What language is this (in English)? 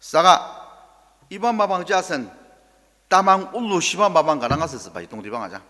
Ao Naga